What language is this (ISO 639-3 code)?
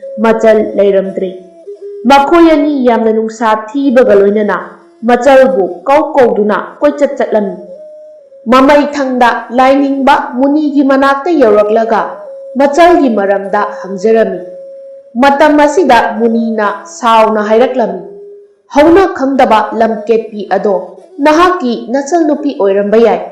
mni